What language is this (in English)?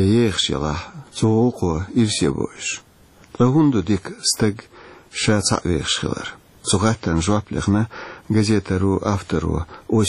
Chechen